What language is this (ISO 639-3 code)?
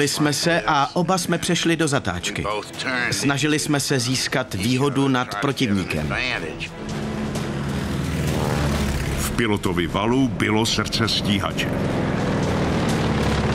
ces